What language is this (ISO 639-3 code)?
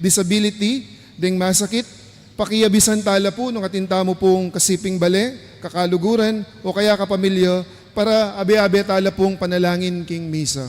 pam